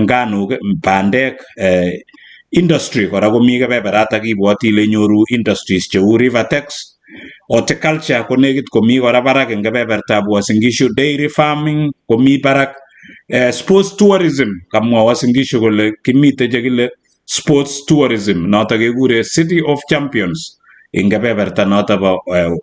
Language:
Kalenjin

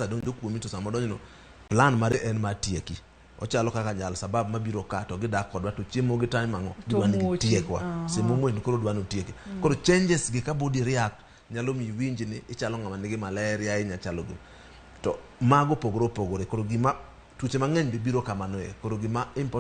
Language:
Luo (Kenya and Tanzania)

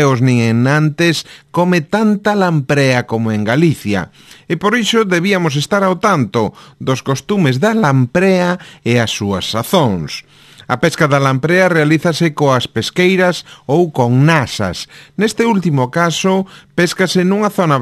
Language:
Galician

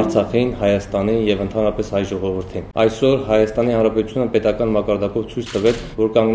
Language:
Armenian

